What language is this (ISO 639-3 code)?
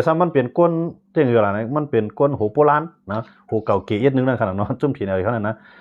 shn